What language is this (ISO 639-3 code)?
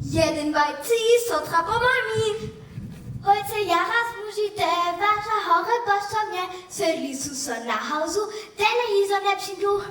hsb